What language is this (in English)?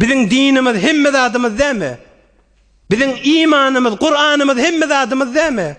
Turkmen